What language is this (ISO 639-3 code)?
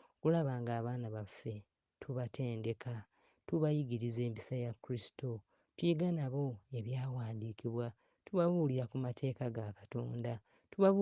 lug